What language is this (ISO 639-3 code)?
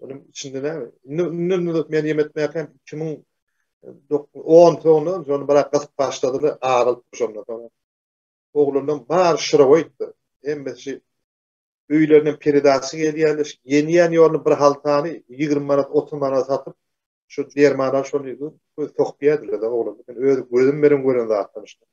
tuk